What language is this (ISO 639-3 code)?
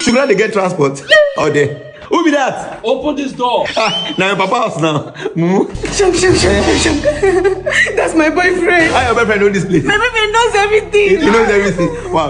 pcm